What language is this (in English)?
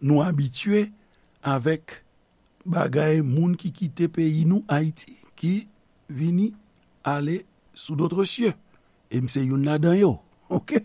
Haitian Creole